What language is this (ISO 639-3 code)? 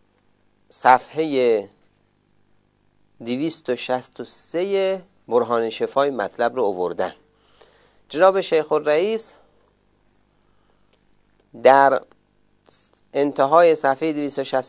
fas